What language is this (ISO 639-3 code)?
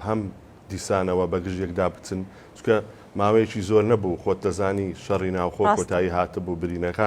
ckb